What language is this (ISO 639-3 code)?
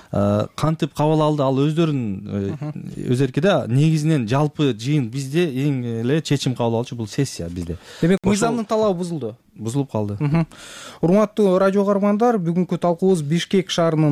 kir